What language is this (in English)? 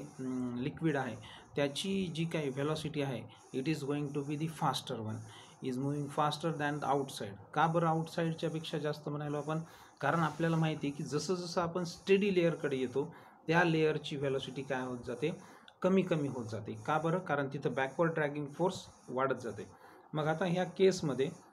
Marathi